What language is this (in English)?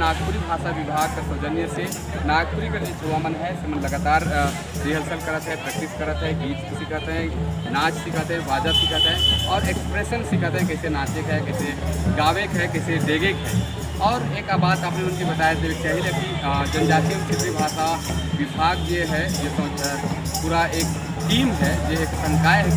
Sadri